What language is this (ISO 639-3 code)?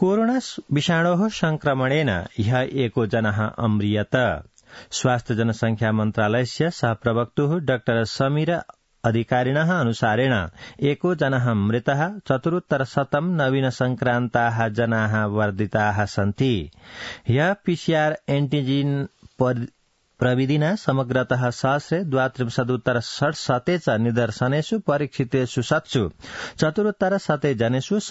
san